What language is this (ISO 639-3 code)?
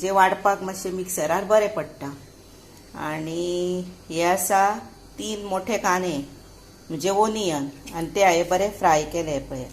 kok